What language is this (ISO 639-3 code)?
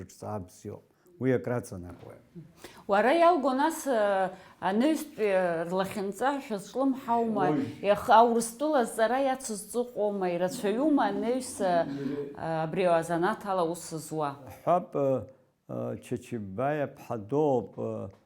abk